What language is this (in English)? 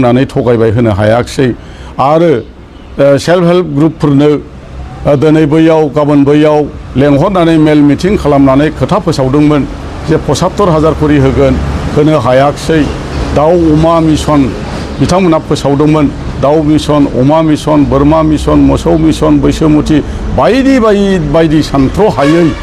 Bodo